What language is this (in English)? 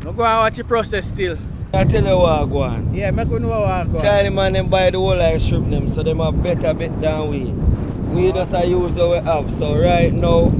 Jamaican Creole English